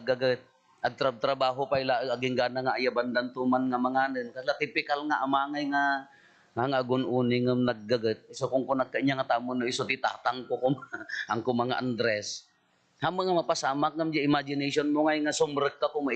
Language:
Iloko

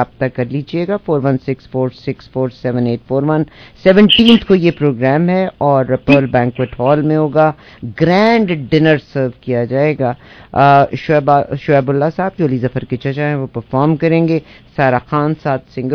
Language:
Urdu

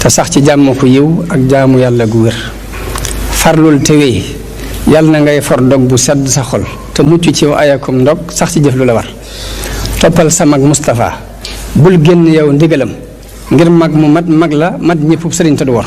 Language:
Wolof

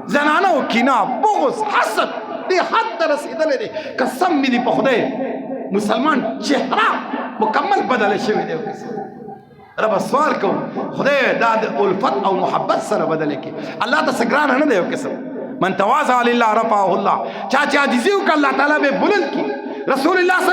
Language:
Pashto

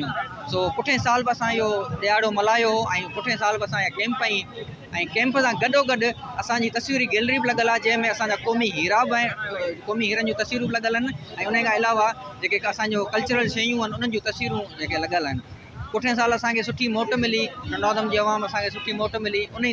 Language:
Sindhi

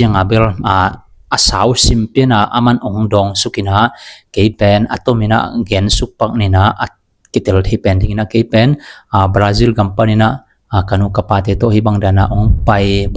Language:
Tedim Chin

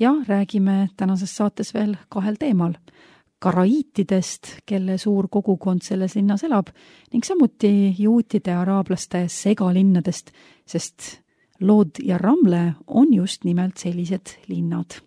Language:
Estonian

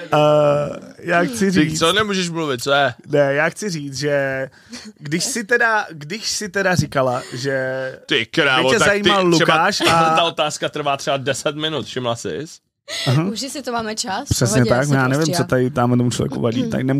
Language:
Czech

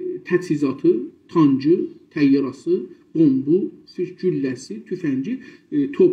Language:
South Azerbaijani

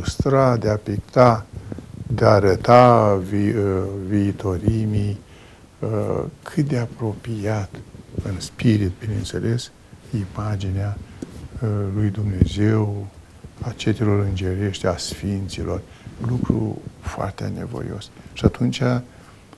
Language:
Romanian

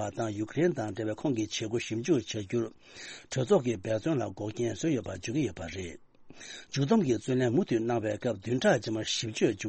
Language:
Tibetan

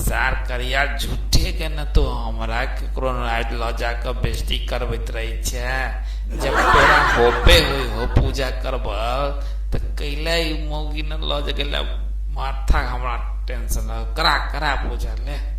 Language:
Maithili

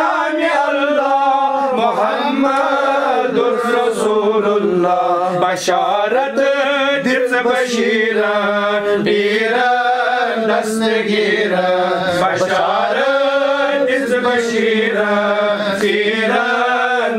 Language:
Kashmiri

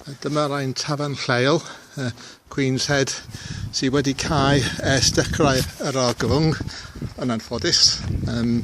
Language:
Welsh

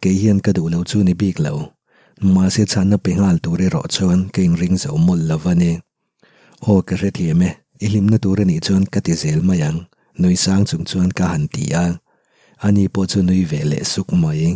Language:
Mizo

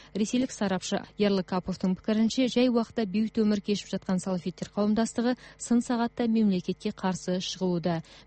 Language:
Kazakh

